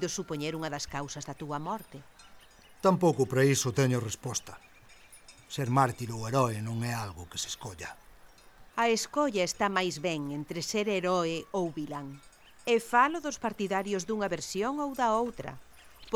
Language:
Galician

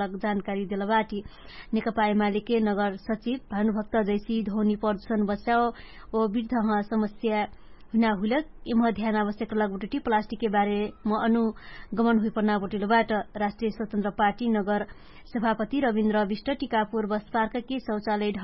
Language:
Dangaura Tharu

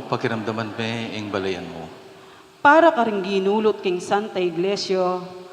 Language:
Pampanga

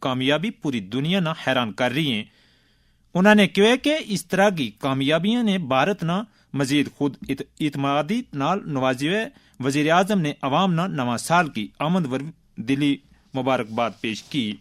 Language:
Gujari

